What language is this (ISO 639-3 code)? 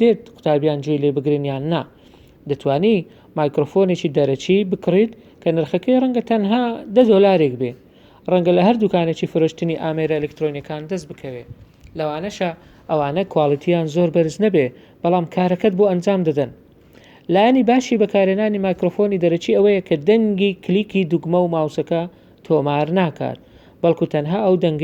ckb